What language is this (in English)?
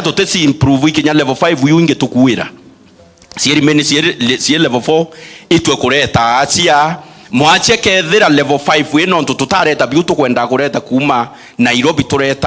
Meru